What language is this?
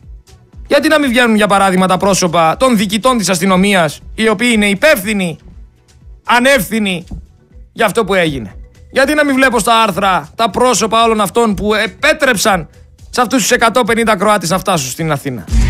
Greek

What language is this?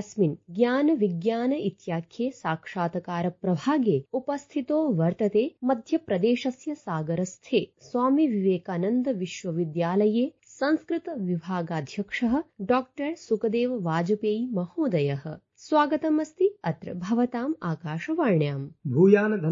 Sanskrit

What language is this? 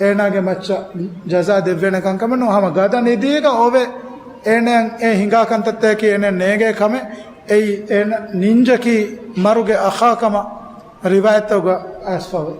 Divehi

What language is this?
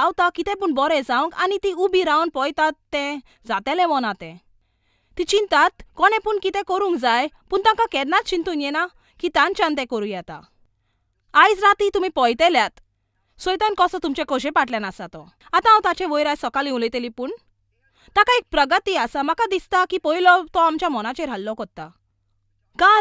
Konkani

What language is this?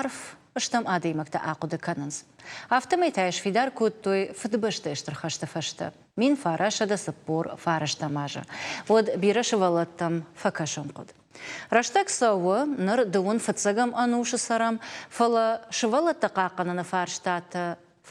Ossetic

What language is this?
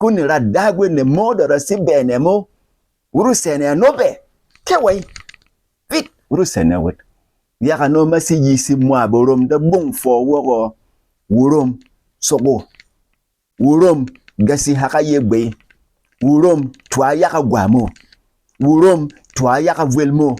Berom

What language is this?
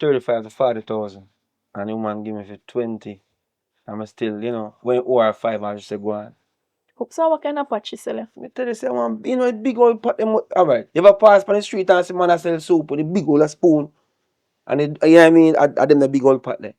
Jamaican Creole English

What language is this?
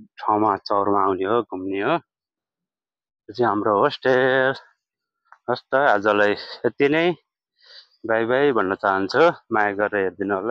Nepali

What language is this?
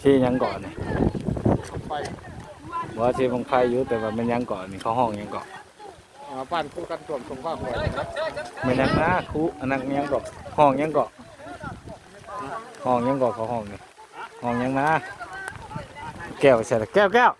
Lao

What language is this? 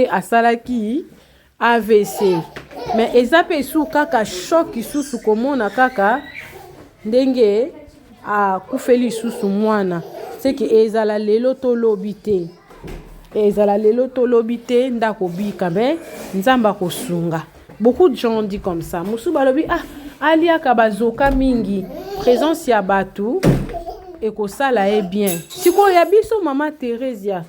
Lingala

